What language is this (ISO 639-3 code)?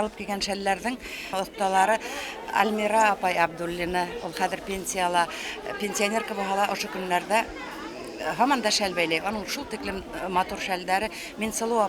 bak